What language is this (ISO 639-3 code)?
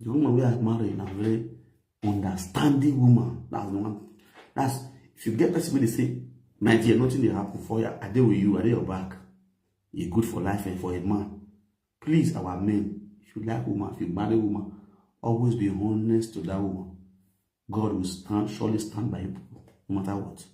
pcm